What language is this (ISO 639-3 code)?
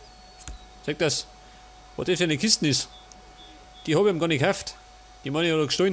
bar